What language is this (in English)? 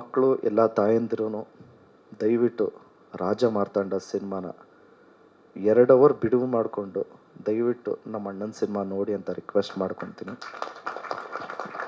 Kannada